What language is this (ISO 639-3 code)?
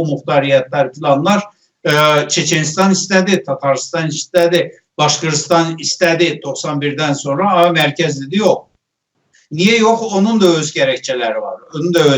azb